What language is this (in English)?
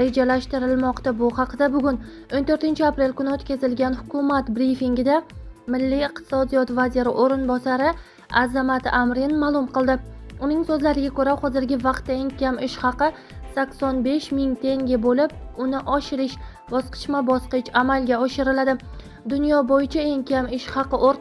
Uzbek